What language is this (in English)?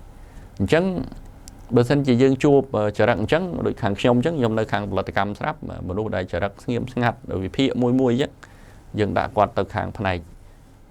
Khmer